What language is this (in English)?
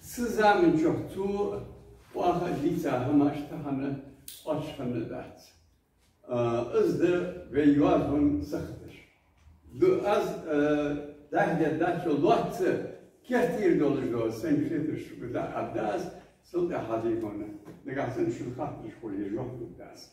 Ingush